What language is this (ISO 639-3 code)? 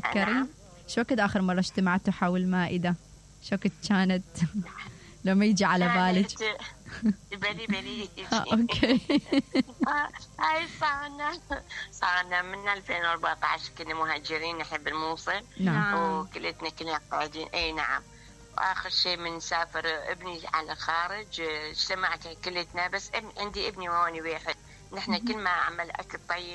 acm